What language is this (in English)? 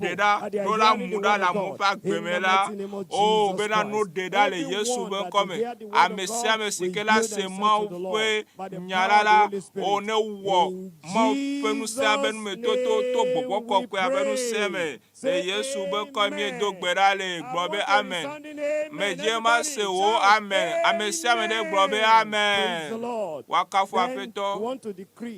Ewe